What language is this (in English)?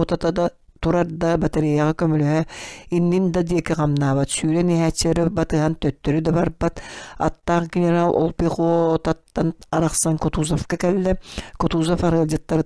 Yakut